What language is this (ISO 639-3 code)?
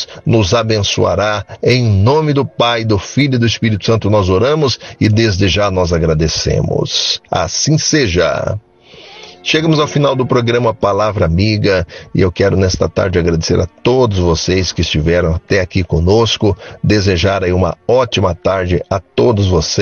por